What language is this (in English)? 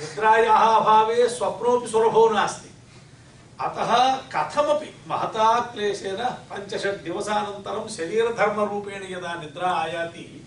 Sanskrit